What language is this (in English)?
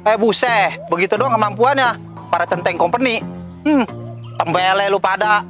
Betawi